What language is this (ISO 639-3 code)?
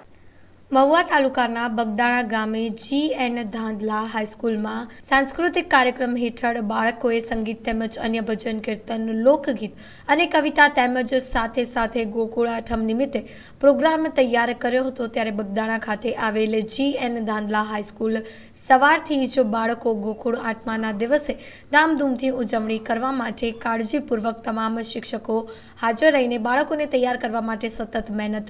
guj